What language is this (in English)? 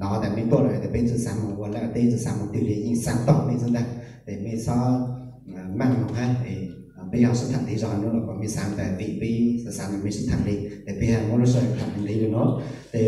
Hmong